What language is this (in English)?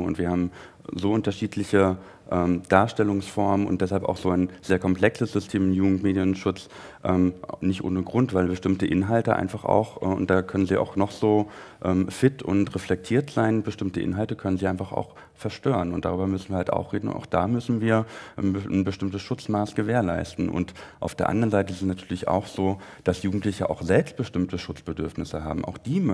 German